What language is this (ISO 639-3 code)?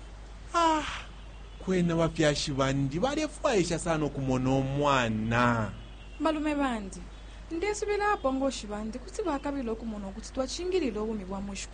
bem